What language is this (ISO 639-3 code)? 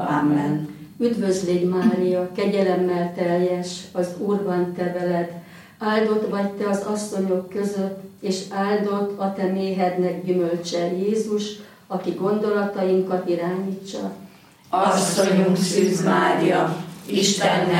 hun